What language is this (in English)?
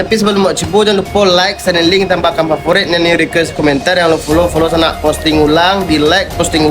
Minangkabau